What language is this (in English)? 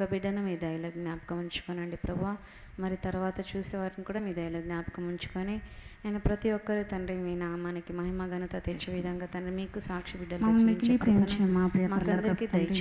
Telugu